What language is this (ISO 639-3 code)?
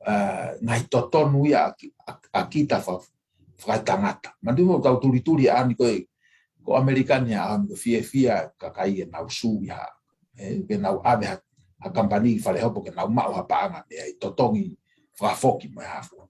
ton